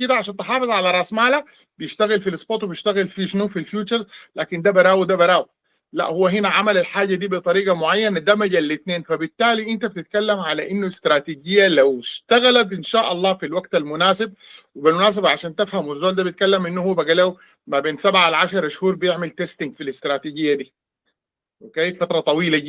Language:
Sudanese Arabic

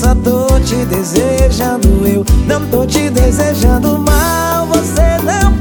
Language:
Portuguese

